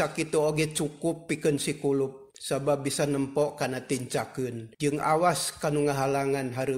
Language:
Sundanese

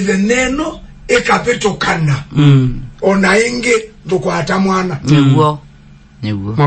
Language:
Kamba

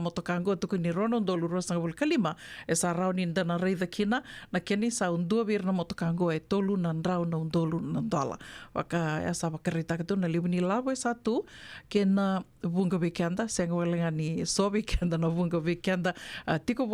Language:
Fijian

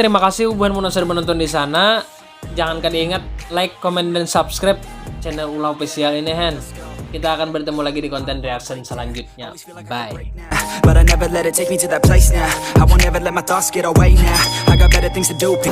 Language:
Banjar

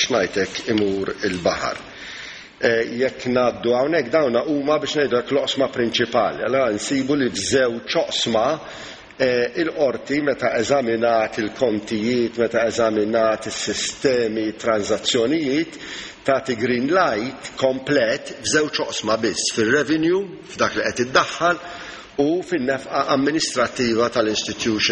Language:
Maltese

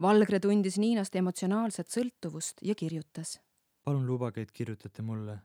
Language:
Estonian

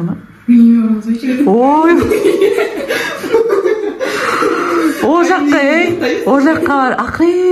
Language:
Kazakh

